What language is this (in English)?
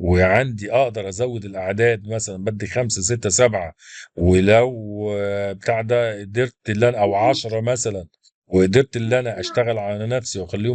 Egyptian Arabic